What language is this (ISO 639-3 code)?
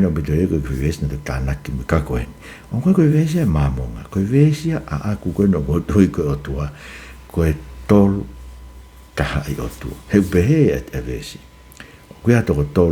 ton